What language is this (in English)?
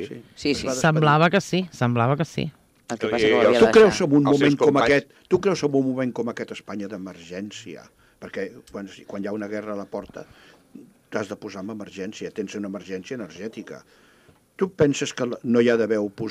Catalan